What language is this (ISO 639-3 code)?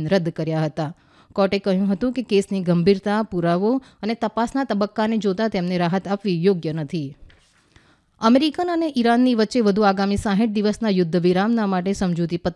guj